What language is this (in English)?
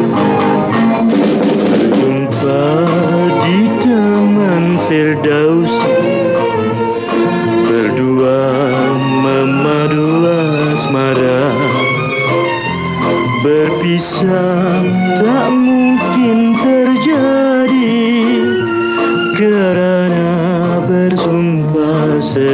Malay